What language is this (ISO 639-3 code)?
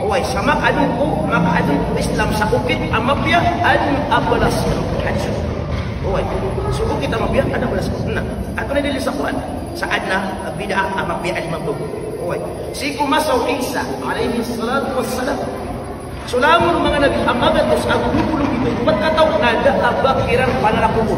mrw